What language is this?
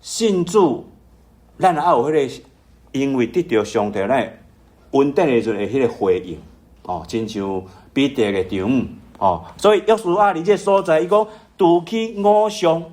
Min Nan Chinese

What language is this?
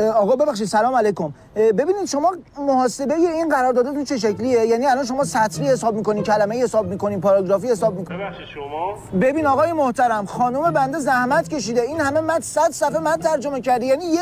Persian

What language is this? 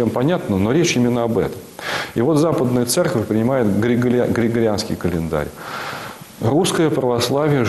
Russian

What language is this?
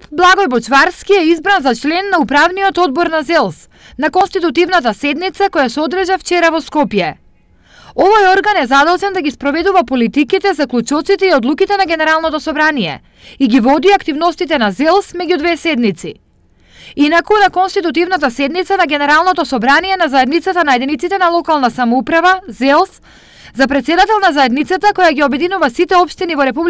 Macedonian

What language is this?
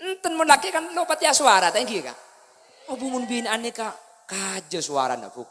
Madurese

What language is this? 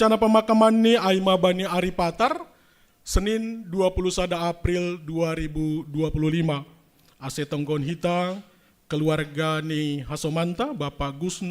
Batak Simalungun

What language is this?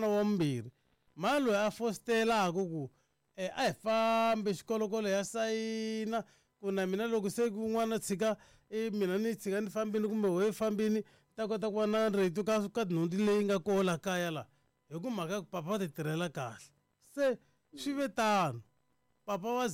Tsonga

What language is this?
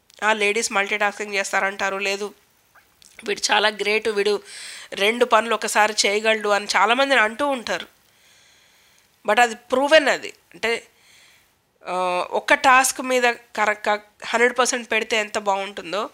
Telugu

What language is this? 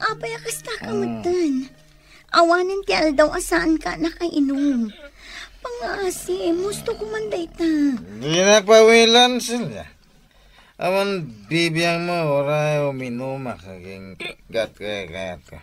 Iloko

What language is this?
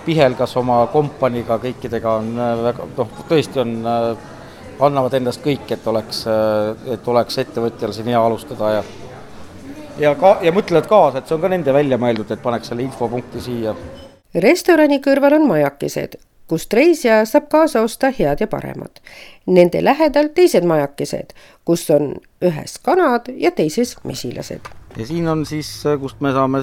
Estonian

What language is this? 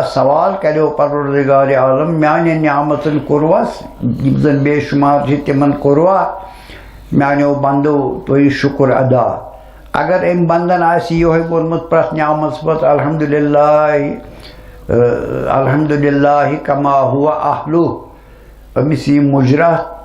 Kashmiri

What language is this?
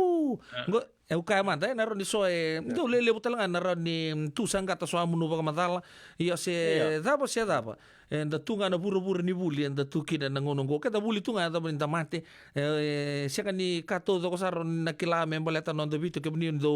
Fijian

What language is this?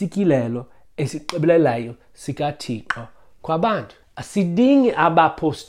Xhosa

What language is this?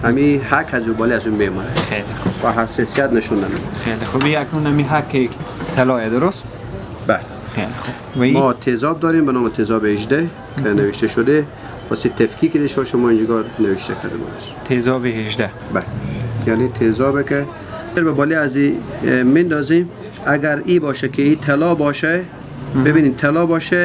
Persian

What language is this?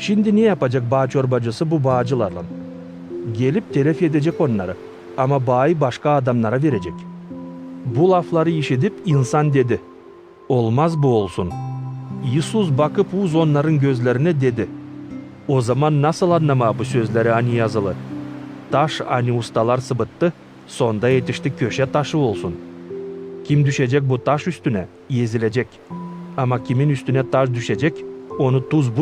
Gagauz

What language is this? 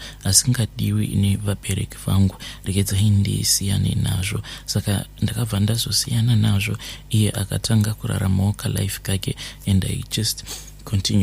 Shona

